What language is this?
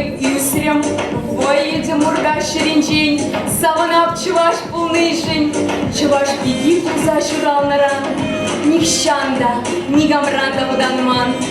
Chuvash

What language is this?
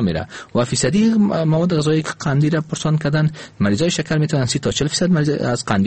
Persian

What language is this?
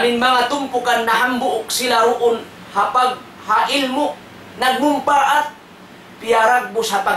Tausug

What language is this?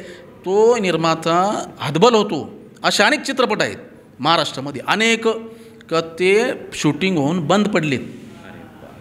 Marathi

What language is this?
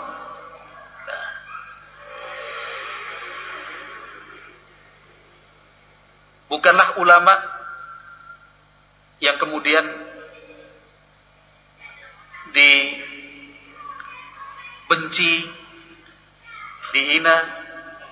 Indonesian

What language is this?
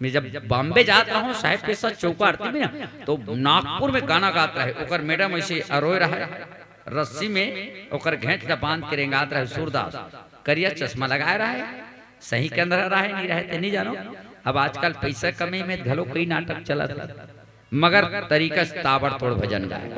Chhattisgarhi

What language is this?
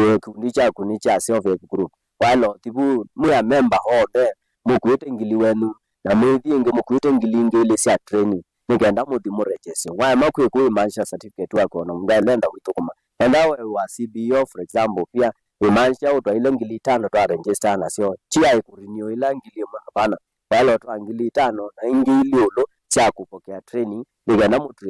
Kamba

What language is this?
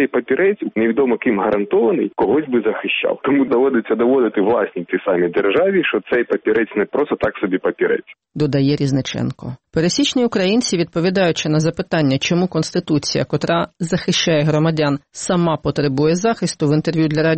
Ukrainian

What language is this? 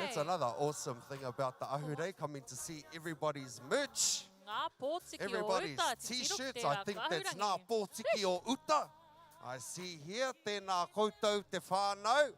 Māori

